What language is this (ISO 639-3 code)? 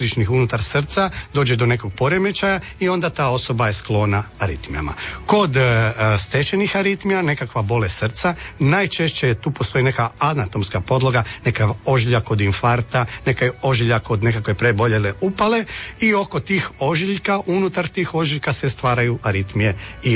hrv